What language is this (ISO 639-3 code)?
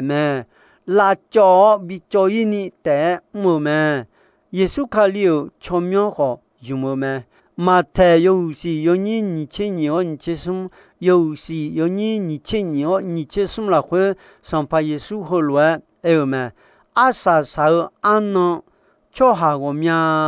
ahk